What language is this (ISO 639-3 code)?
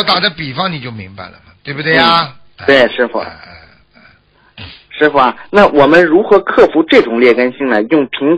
zho